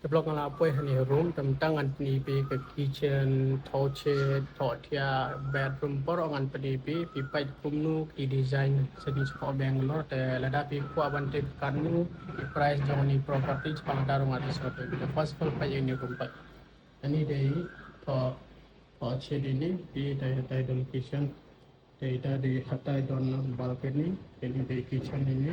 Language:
Khasi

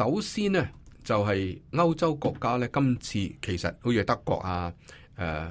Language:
Cantonese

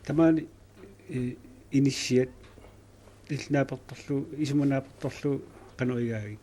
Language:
Kalaallisut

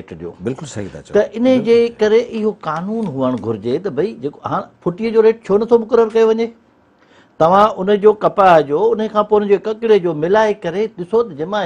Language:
Sindhi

